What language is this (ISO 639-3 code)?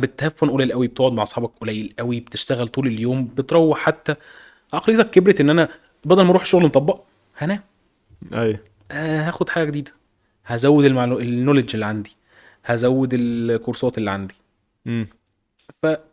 arz